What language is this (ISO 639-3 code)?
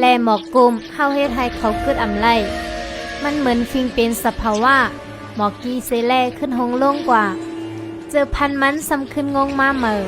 shn